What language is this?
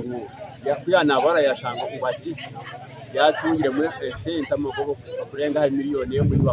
Nyankole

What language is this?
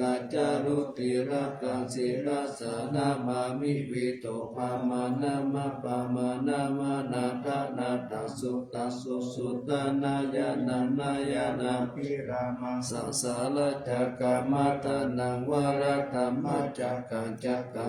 Pali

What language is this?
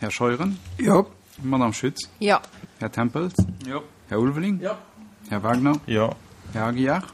Luxembourgish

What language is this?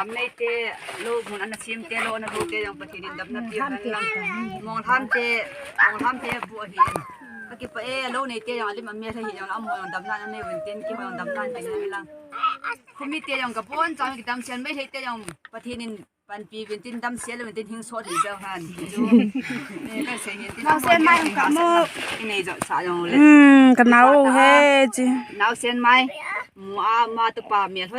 Paite Chin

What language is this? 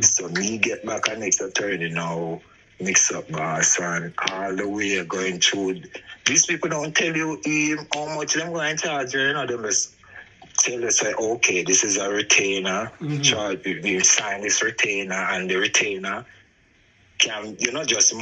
Jamaican Creole English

